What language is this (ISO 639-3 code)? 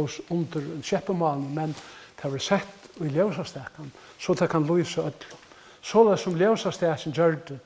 fao